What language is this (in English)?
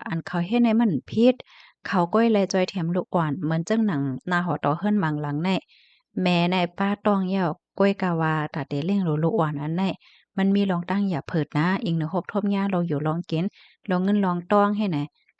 Shan